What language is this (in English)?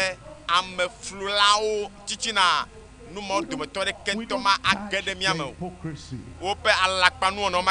Ewe